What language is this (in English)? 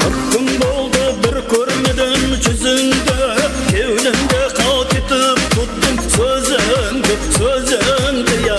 Kara-Kalpak